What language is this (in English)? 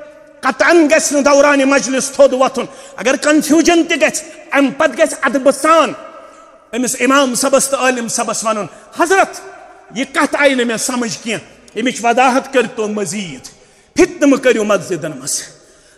Kashmiri